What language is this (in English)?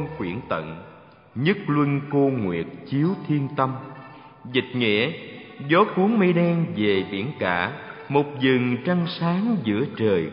Vietnamese